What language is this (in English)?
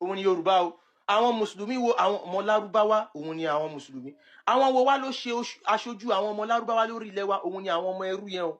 Yoruba